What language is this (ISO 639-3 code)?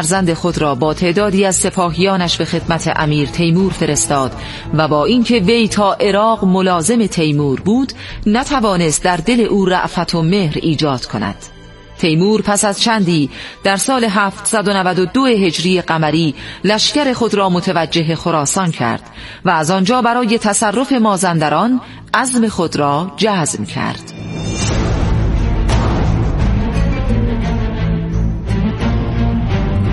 fas